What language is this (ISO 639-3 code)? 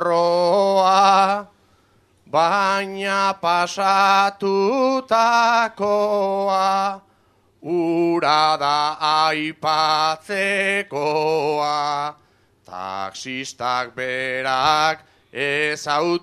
eus